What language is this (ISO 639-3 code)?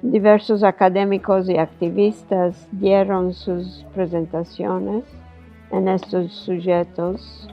lad